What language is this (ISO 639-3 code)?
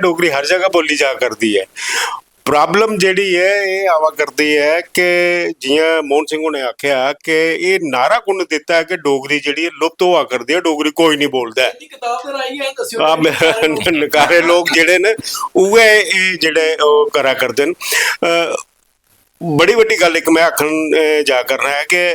doi